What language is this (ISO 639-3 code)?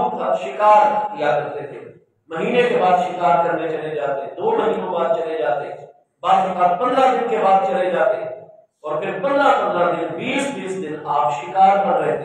urd